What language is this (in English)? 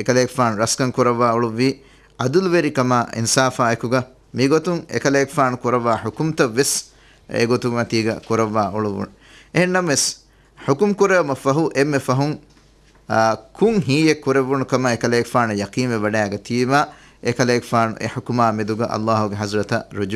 Divehi